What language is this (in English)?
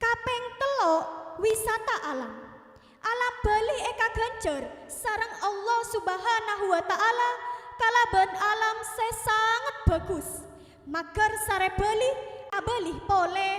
Madurese